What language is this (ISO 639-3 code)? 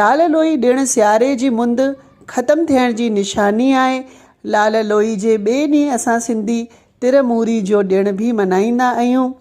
snd